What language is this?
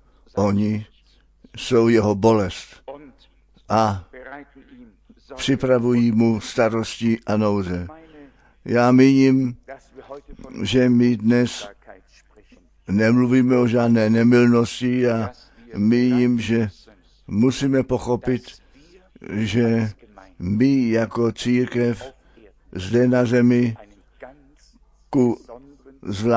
Czech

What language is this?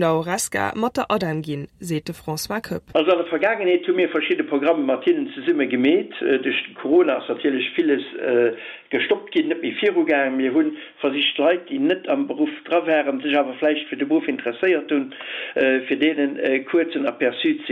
Luxembourgish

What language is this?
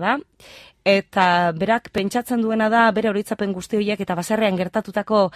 Basque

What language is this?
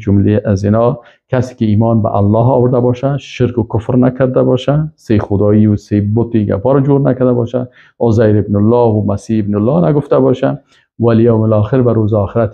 Persian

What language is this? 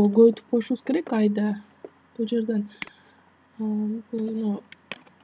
Kyrgyz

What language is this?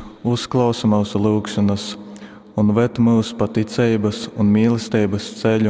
Latgalian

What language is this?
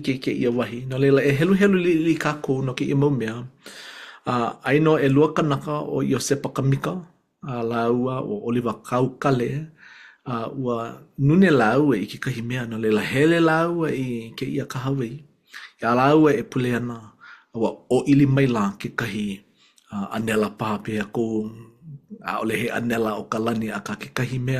Hawaiian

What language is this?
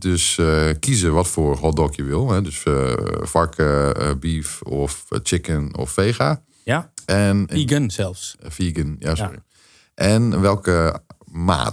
Dutch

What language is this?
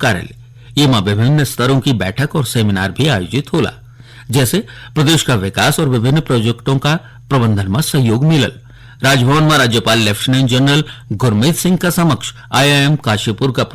Garhwali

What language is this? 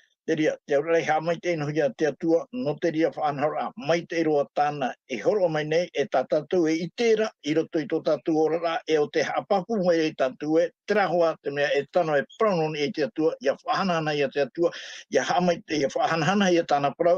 Tahitian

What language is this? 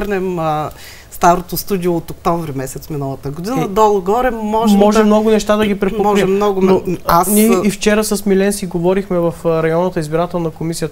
Bulgarian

